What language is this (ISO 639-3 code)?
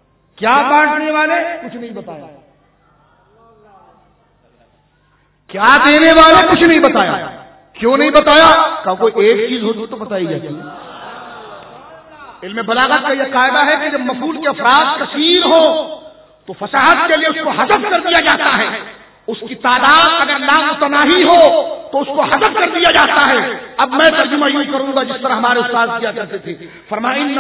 urd